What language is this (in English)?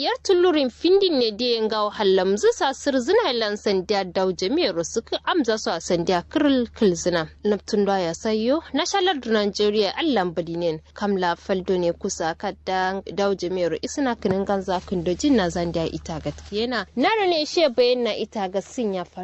Kanuri